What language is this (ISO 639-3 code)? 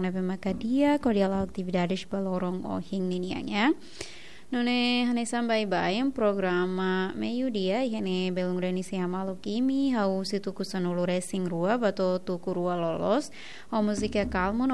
tet